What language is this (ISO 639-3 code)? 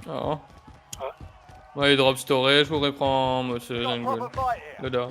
mfe